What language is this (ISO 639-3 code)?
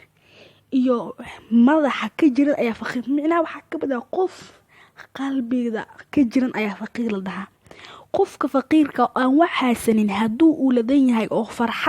som